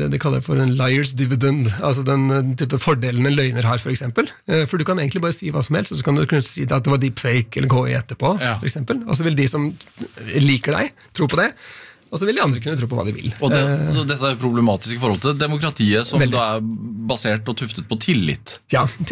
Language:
Norwegian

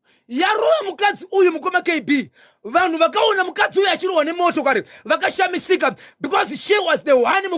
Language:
Shona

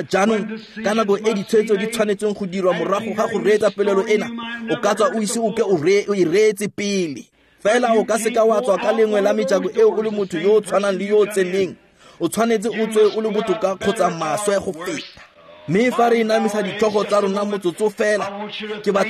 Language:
Tswana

